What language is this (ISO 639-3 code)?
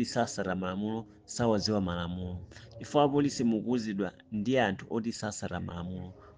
nya